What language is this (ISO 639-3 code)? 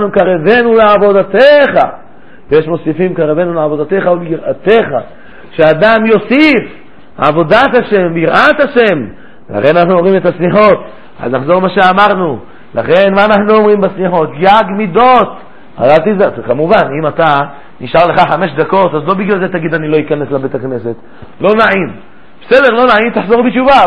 heb